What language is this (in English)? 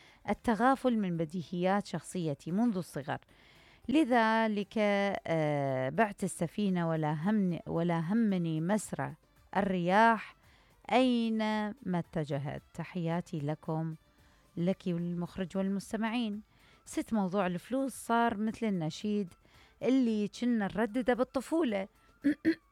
Mesopotamian Arabic